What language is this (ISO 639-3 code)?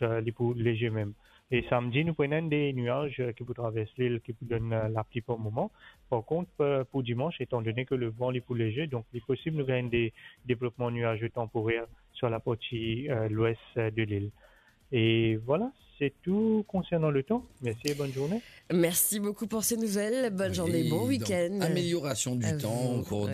mfe